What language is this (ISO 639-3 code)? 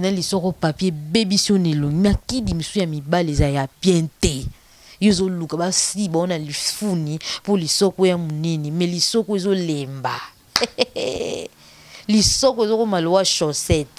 lin